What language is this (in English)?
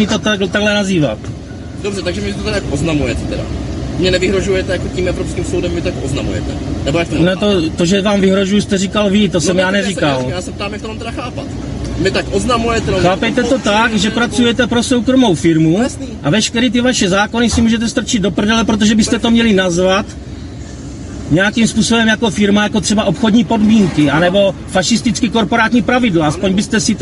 Czech